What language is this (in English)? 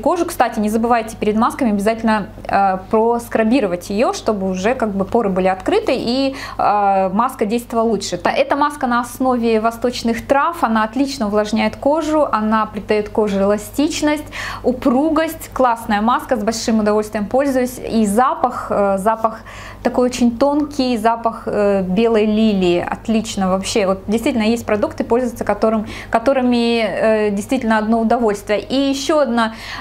Russian